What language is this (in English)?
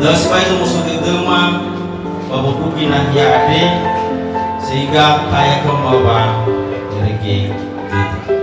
Nias